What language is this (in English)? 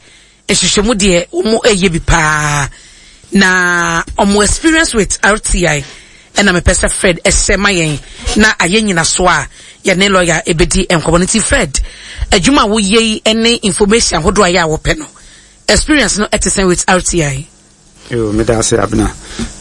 Akan